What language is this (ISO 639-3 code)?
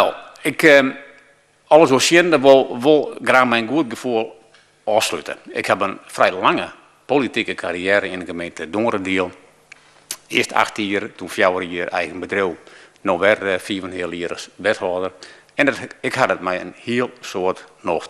fry